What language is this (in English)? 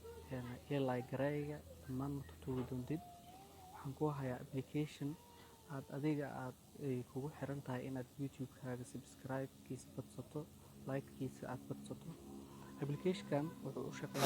Somali